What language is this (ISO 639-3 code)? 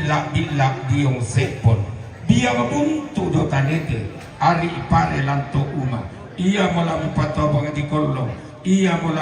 sda